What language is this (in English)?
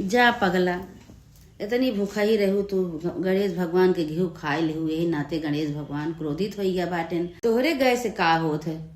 Awadhi